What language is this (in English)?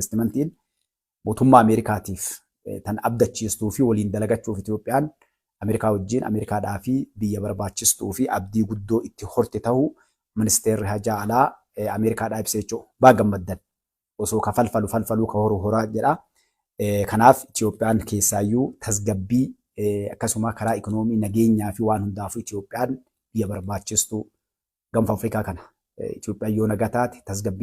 Oromo